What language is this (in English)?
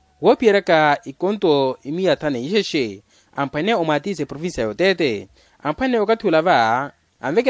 Makhuwa